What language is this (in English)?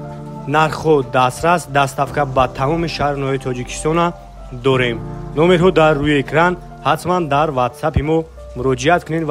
Tajik